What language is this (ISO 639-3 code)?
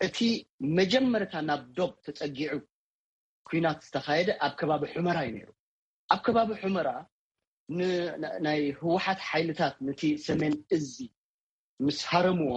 tir